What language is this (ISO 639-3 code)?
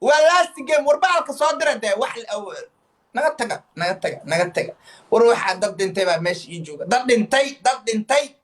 som